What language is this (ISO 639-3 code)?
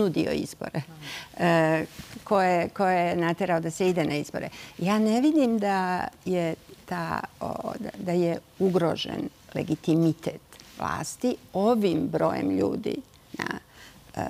srp